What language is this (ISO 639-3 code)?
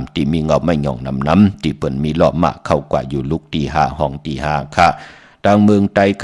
shn